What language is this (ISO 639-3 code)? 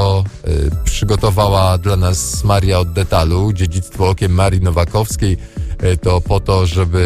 pol